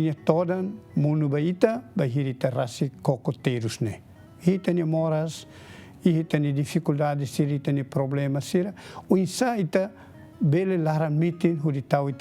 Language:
Tetum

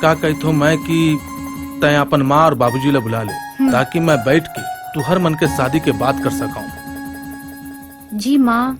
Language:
Chhattisgarhi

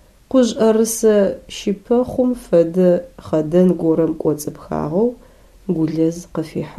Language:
Adyghe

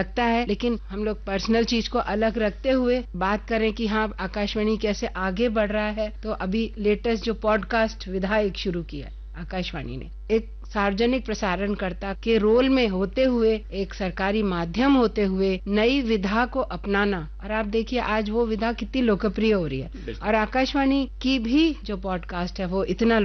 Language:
Hindi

